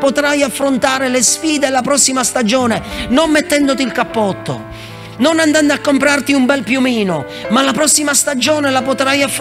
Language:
Italian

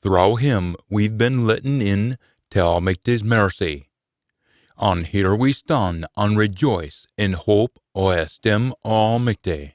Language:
Scots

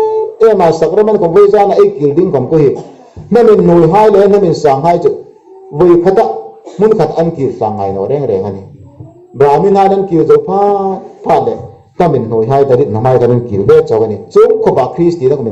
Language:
Hmar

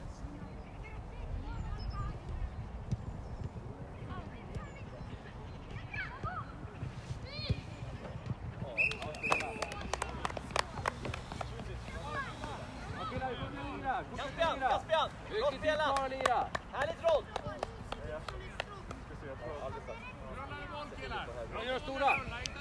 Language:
Swedish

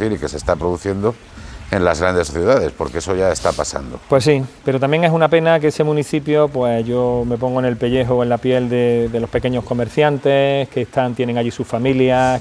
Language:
Spanish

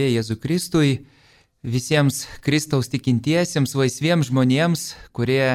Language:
Lithuanian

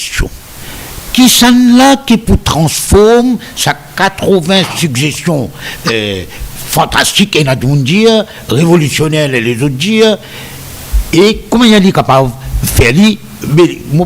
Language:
Morisyen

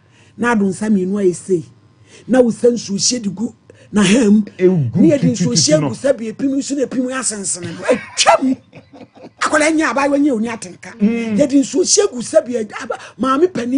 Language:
Akan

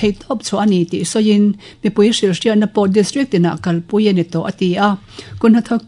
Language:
Mizo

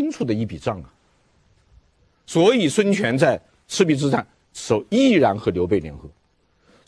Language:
Chinese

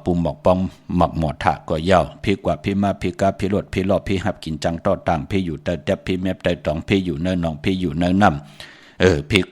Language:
Shan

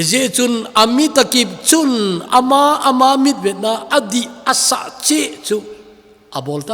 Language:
Thado Chin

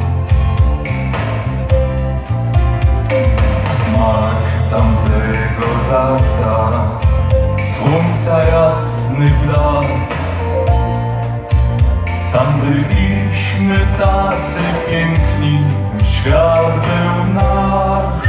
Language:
Polish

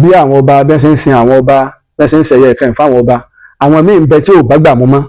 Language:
Yoruba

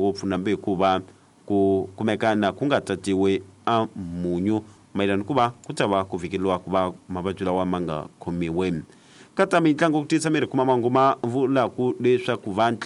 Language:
Tsonga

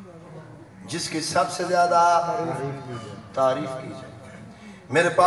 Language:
Urdu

